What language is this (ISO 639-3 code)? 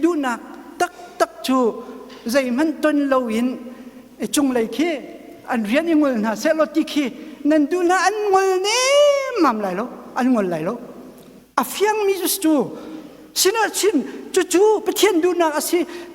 cnh